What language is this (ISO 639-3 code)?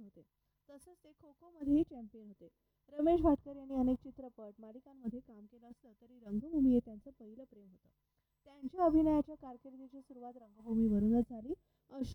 mar